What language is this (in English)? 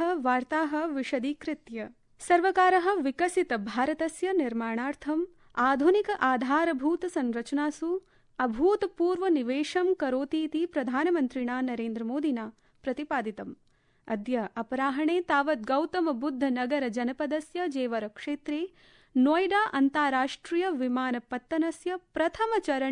Sanskrit